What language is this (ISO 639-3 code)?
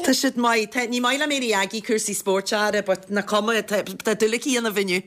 gle